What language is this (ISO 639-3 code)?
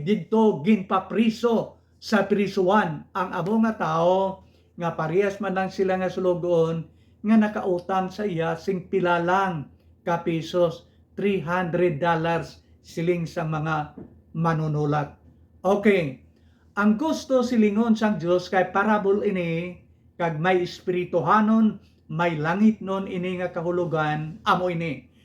hil